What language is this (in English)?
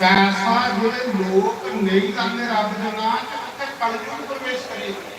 Dogri